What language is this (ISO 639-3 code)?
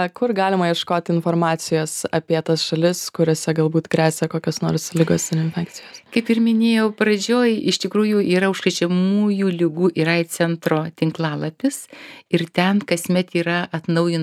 lit